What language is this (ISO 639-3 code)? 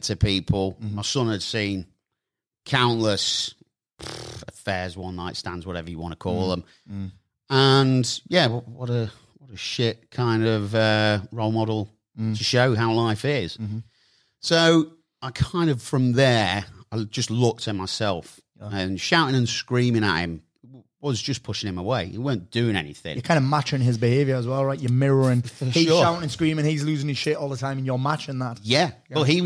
eng